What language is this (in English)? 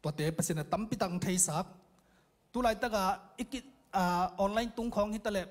Tedim Chin